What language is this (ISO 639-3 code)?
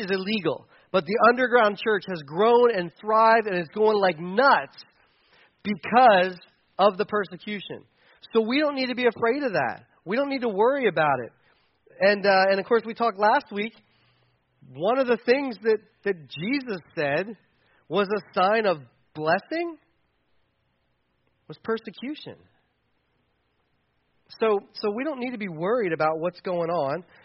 eng